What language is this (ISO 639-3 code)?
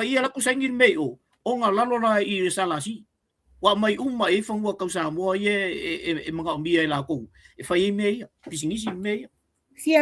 smo